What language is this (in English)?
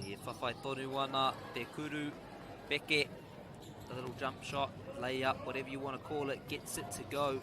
Māori